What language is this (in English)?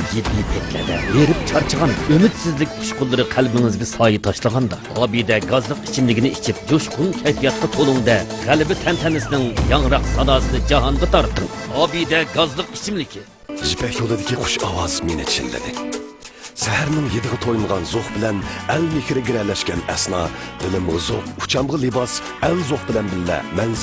Uyghur